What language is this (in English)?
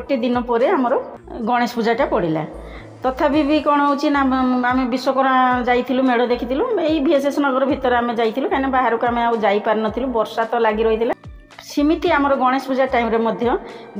Odia